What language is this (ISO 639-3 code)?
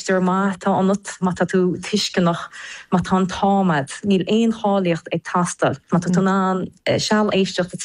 gle